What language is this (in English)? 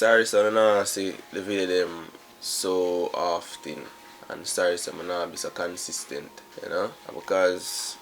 Jamaican Creole English